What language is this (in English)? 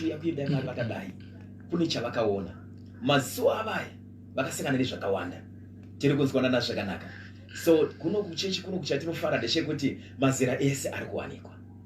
Shona